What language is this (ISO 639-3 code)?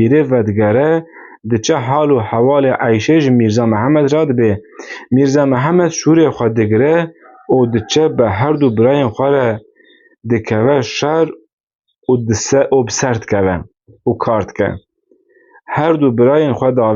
kur